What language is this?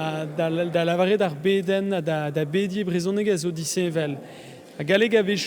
Breton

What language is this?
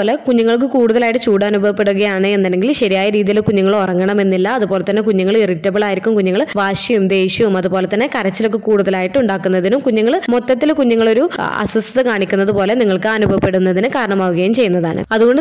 Malayalam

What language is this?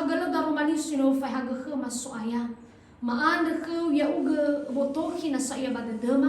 Nias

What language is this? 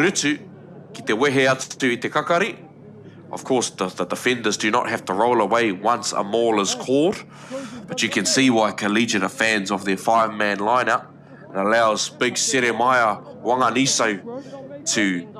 Māori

